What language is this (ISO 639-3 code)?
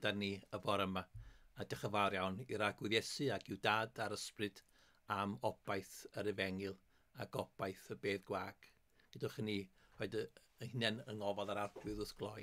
cym